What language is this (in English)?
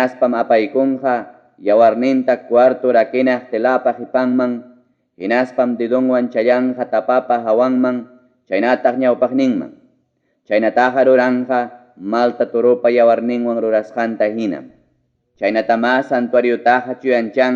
Ayacucho Quechua